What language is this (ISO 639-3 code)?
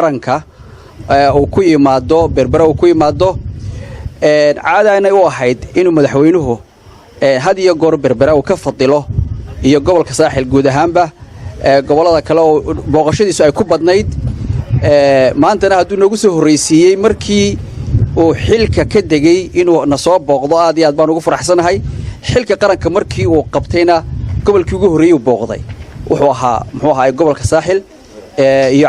som